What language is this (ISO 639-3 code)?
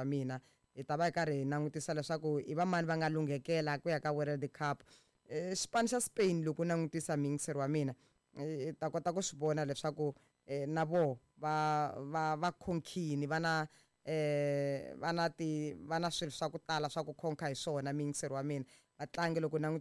tso